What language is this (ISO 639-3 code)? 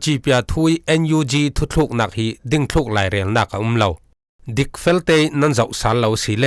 cfm